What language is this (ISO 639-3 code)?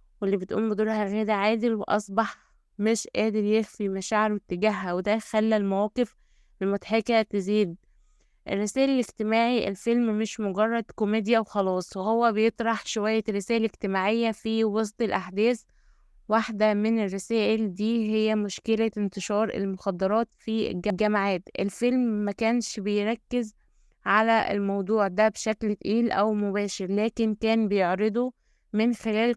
arz